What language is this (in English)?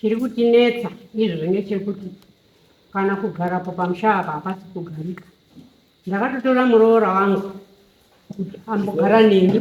Shona